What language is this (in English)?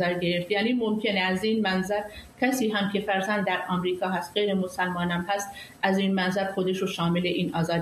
Persian